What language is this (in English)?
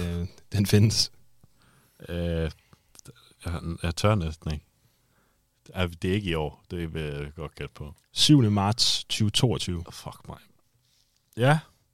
Danish